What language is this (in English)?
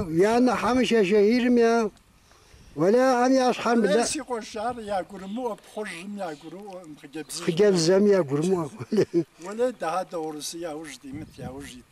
Kabardian